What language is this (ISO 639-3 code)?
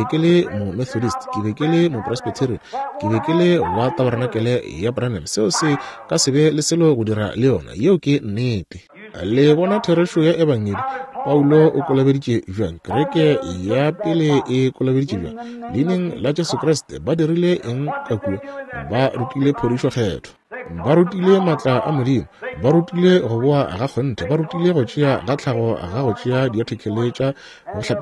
nso